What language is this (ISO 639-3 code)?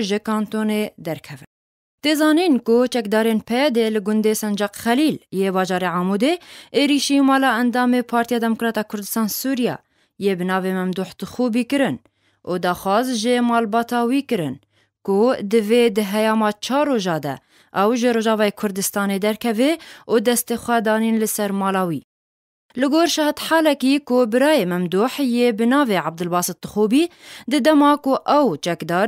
kur